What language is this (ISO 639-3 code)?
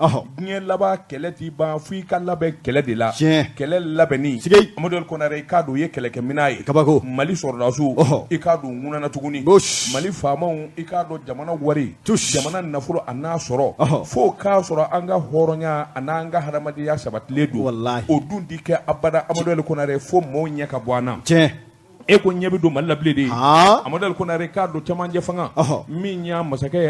bam